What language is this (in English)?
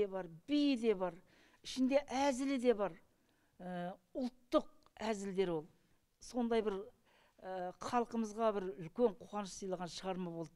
Kazakh